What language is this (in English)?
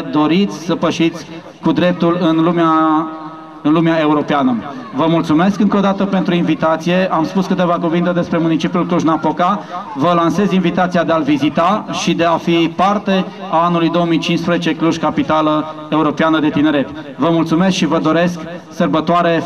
Romanian